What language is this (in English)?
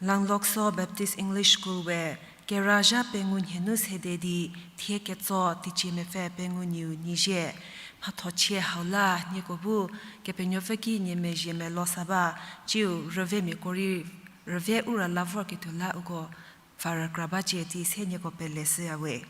Angami Naga